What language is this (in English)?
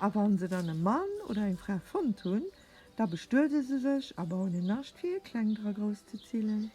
Luxembourgish